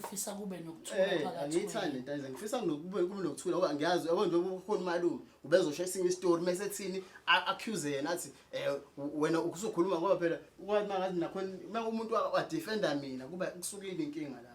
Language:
Zulu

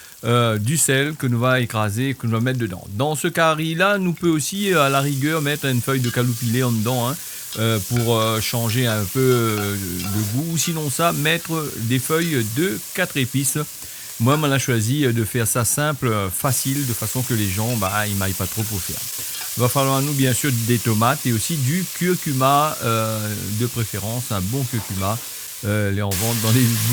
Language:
Réunion Creole French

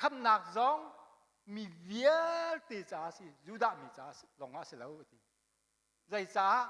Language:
Hakha Chin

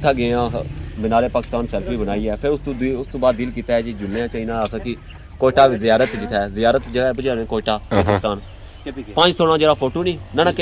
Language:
Pahari-Potwari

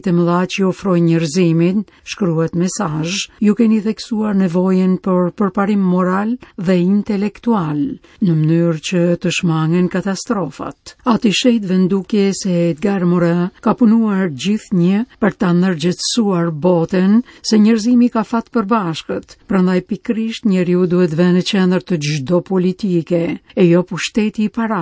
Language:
Albanian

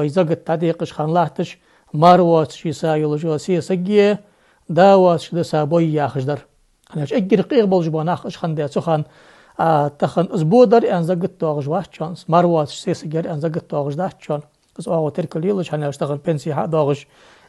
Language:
Ingush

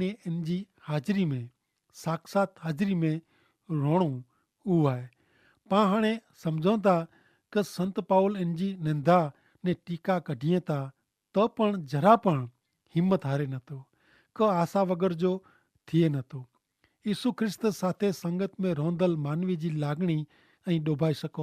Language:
Kachhi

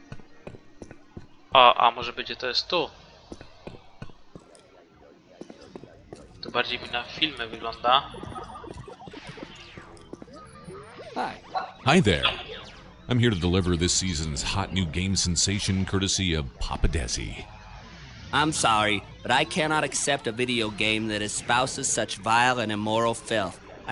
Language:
Polish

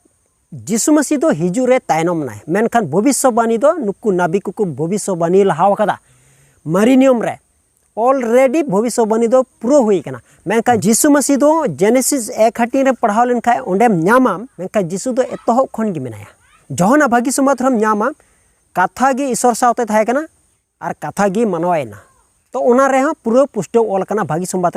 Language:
Santali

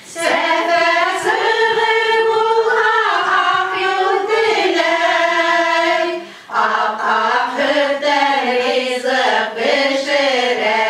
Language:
Bashkir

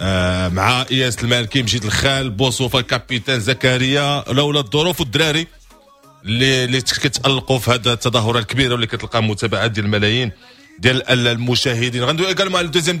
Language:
Moroccan Arabic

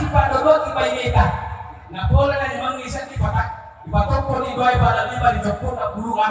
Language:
Buginese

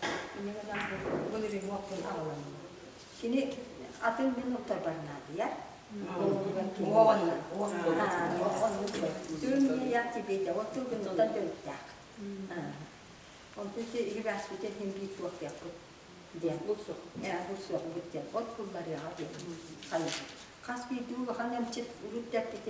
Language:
Yakut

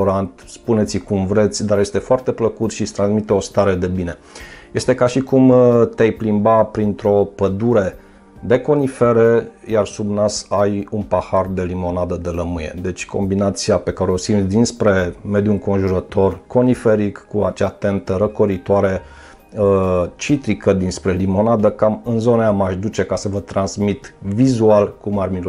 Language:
Romanian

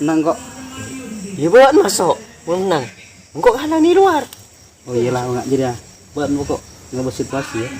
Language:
Madurese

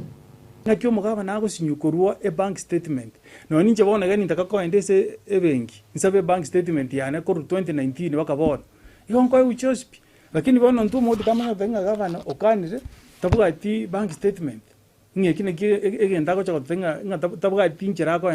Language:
Gusii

